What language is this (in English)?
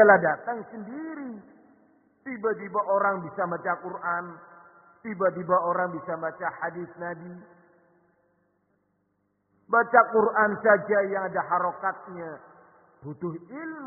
Indonesian